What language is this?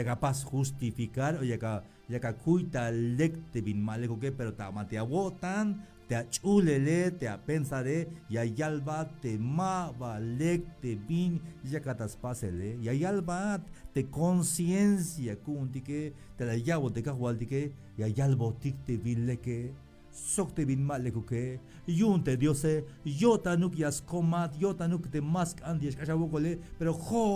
Tzeltal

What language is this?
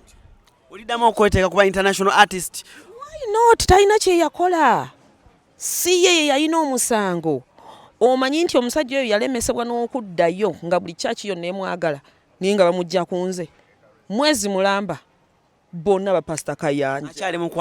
Ganda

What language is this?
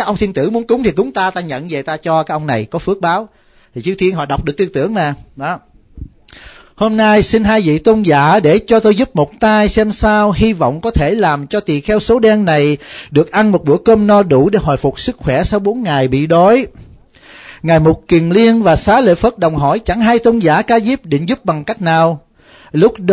Vietnamese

